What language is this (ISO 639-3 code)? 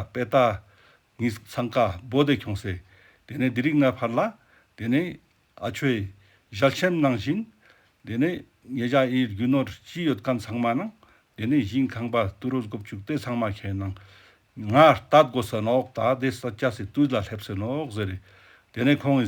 lbj